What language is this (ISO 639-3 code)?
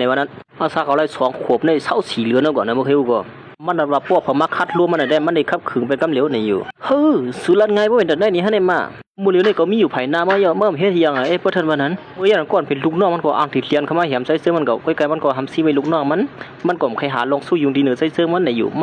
shn